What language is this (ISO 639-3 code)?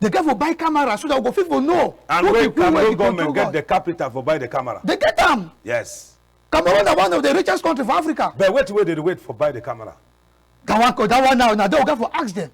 wes